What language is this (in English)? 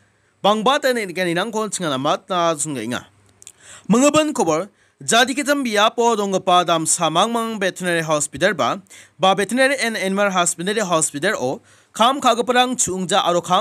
Garo